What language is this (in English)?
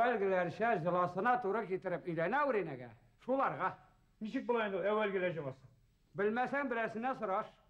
Bashkir